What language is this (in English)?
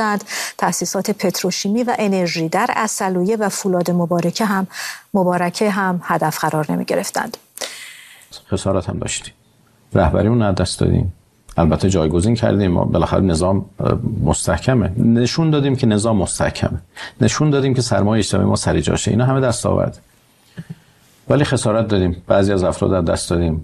Persian